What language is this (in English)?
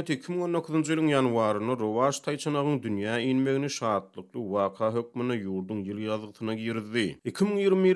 Turkmen